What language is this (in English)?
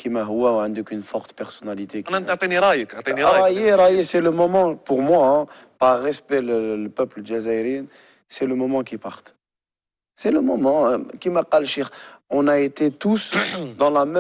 Algerian Arabic